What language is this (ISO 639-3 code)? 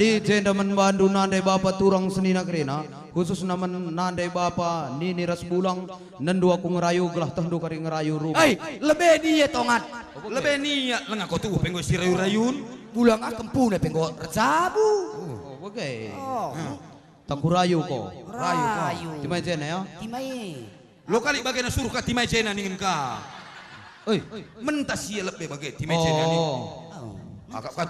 btx